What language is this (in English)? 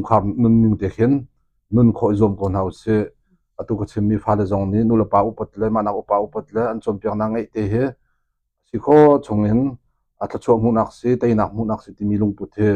Hakha Chin